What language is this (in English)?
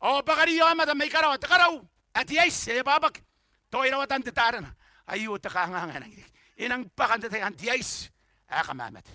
Gilbertese